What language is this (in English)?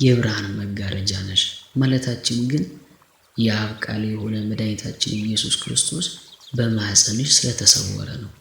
Amharic